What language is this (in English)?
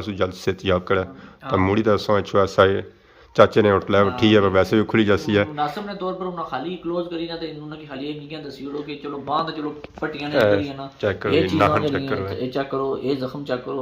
Pahari-Potwari